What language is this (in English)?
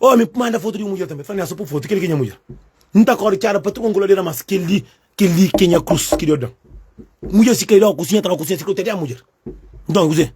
Kabuverdianu